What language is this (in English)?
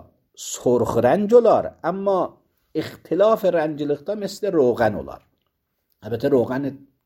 Azerbaijani